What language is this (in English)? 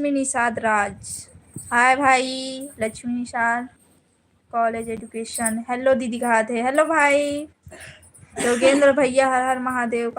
Chhattisgarhi